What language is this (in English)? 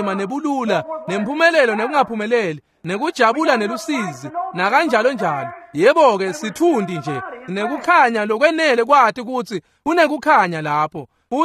Swati